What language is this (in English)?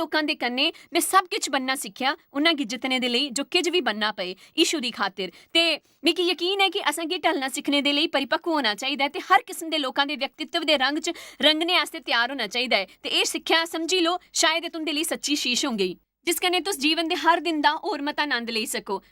Dogri